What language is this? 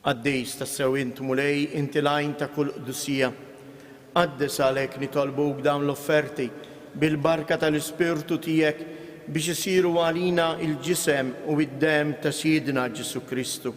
Maltese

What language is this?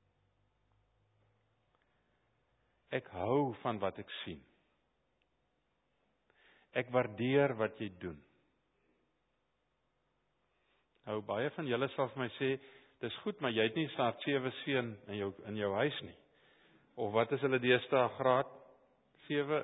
Afrikaans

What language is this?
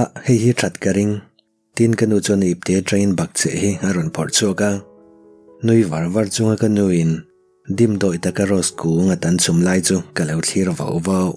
Mizo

